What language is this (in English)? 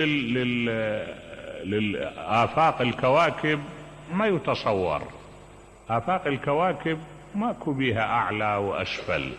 Mesopotamian Arabic